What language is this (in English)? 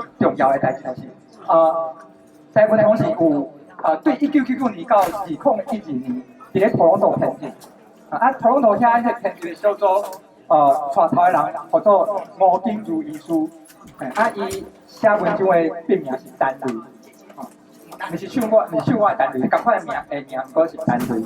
Min Nan Chinese